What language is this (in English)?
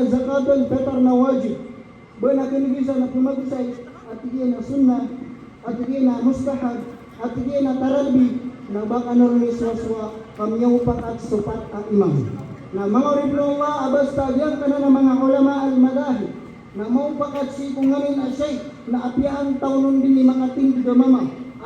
Maranao